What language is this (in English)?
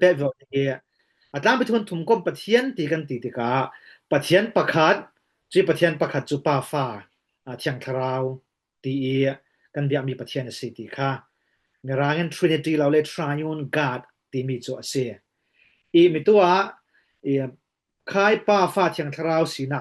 Falam Chin